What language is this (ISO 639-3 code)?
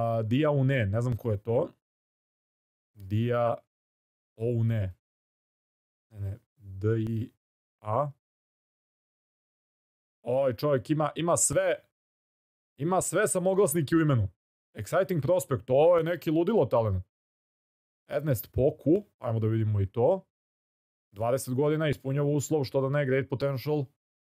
srp